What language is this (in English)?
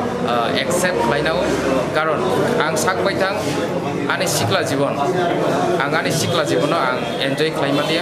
Kok Borok